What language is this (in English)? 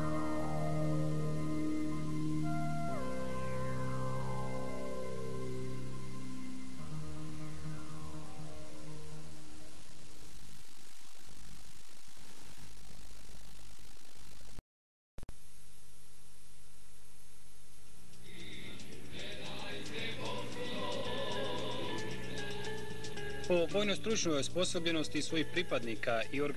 Bosnian